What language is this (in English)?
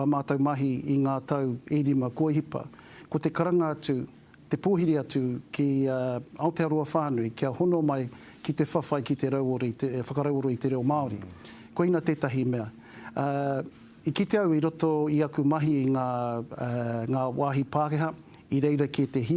Māori